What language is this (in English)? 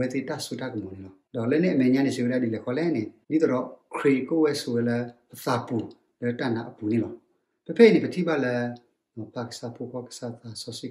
S'gaw Karen